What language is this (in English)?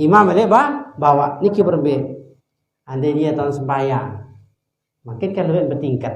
Sasak